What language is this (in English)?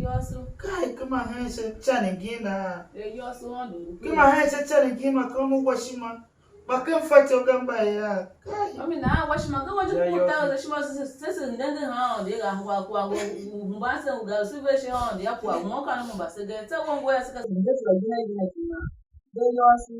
Tiv